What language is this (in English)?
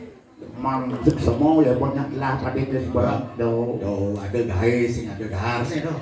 Balinese